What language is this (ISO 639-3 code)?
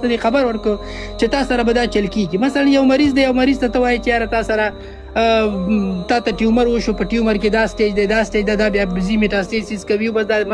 pus